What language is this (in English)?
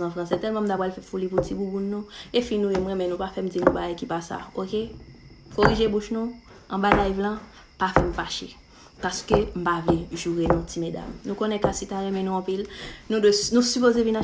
Haitian Creole